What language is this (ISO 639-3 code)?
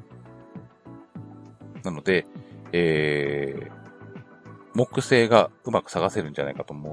jpn